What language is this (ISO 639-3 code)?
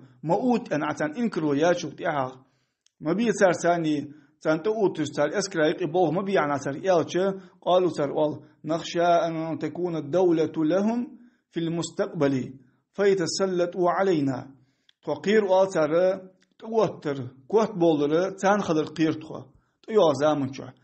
inh